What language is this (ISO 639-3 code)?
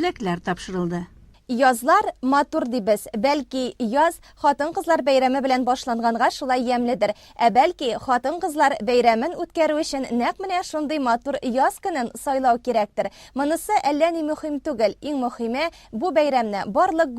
tat